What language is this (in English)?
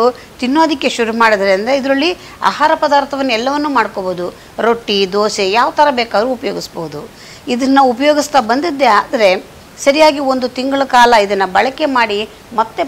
Kannada